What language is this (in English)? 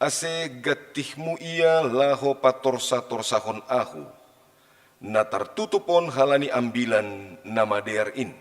Batak Simalungun